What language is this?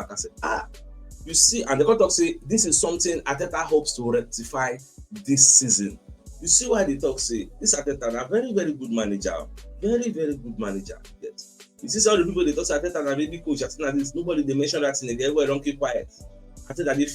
Nigerian Pidgin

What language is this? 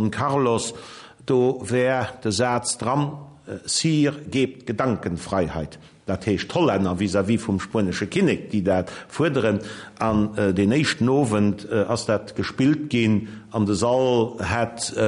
Luxembourgish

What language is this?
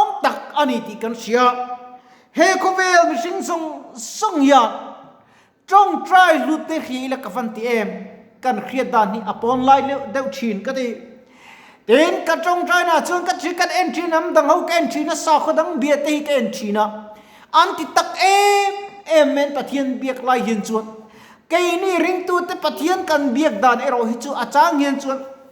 Mizo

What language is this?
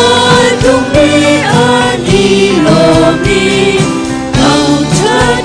Hakha Chin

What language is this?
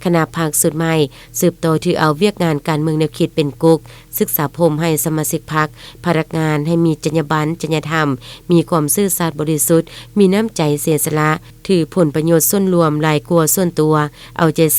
Lao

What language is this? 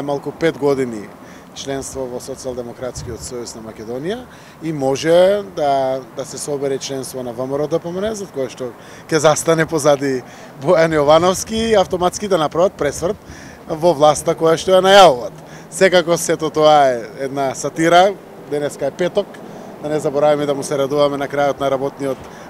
Macedonian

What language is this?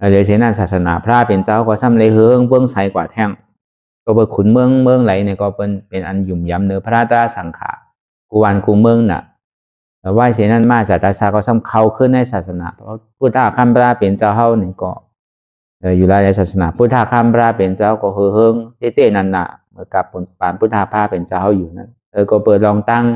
Shan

